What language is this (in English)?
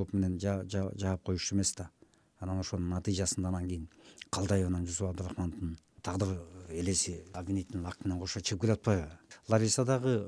Kyrgyz